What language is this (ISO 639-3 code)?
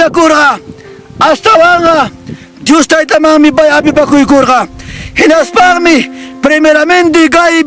quy